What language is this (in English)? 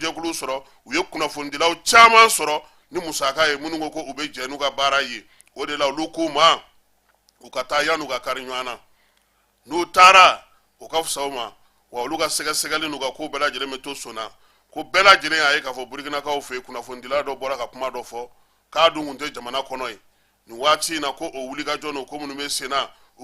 Bambara